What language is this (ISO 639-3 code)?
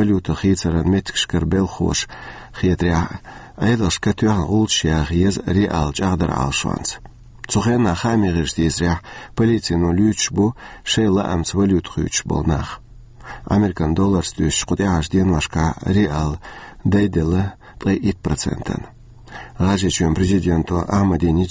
che